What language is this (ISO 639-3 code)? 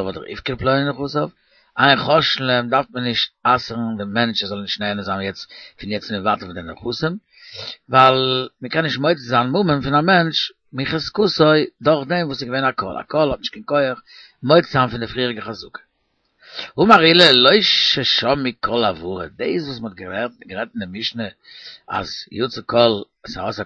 yid